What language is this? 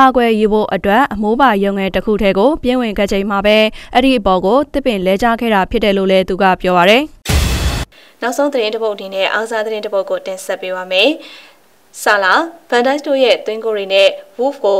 Burmese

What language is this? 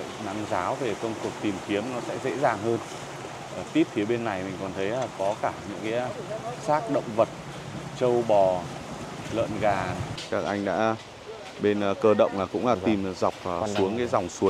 Vietnamese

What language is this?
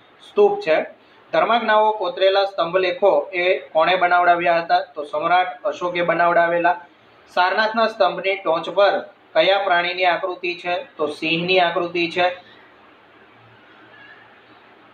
Gujarati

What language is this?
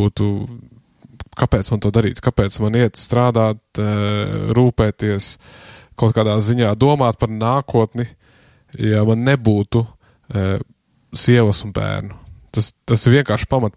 Latvian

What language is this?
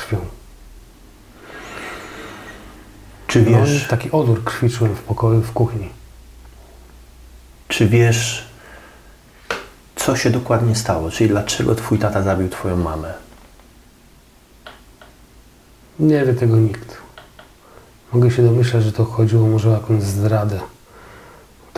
Polish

